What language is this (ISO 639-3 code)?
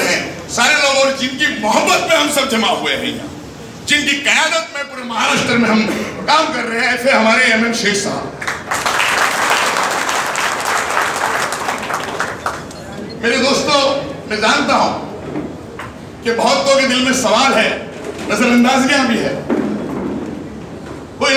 hin